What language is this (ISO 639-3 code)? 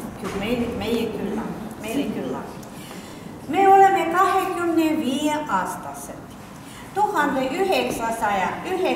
est